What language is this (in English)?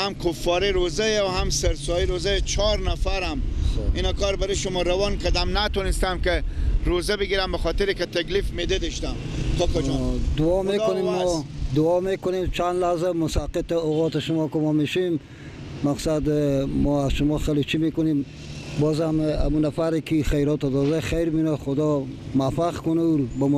Persian